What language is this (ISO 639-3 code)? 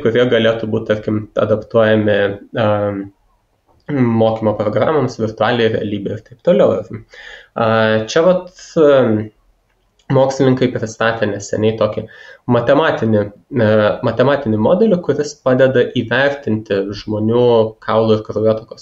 lit